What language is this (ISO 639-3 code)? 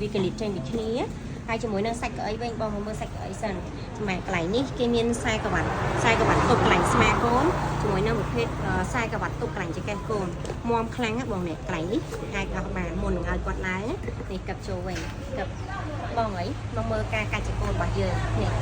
khm